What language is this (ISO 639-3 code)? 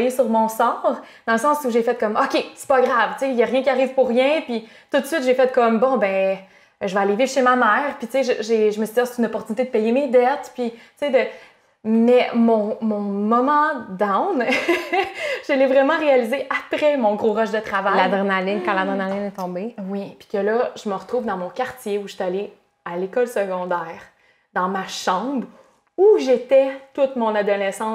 fra